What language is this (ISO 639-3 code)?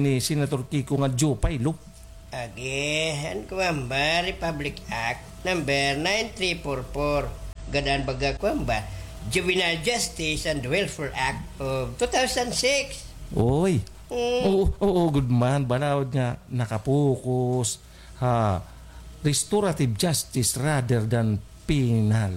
war